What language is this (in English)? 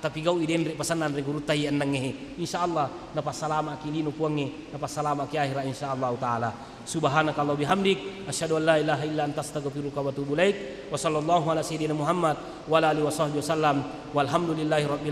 Buginese